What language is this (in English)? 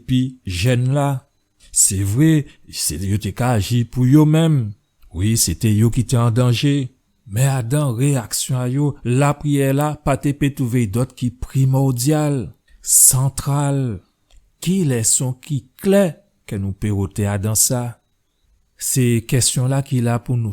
Guadeloupean Creole French